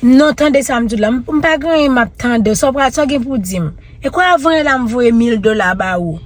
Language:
Haitian Creole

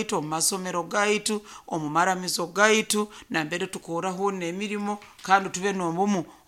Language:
Nyankole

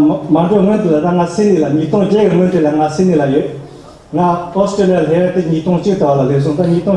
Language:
Tibetan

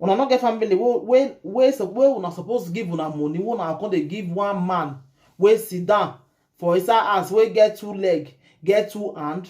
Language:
Nigerian Pidgin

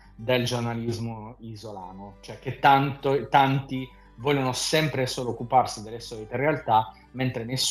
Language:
Italian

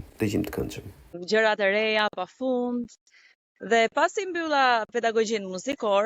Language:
Albanian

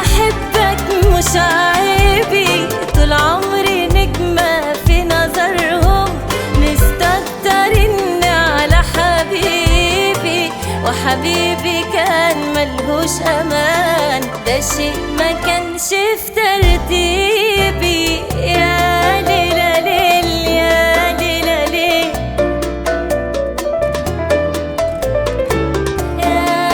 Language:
Egyptian Arabic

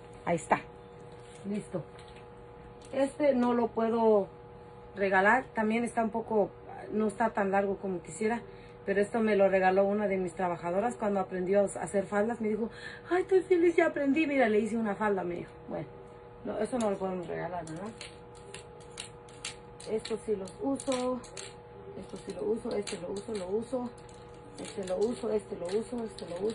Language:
Spanish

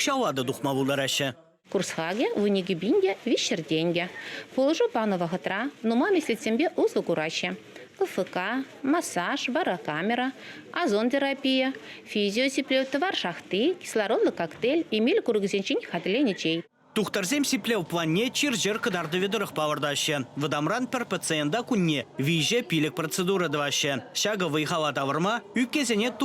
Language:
Chuvash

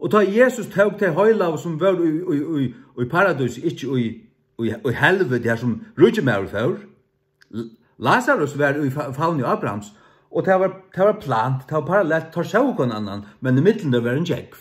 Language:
Faroese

